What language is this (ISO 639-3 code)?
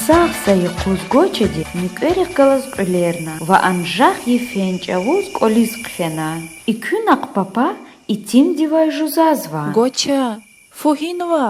lez